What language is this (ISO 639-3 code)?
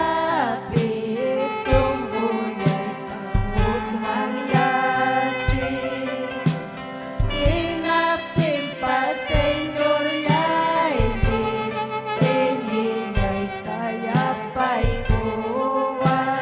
quy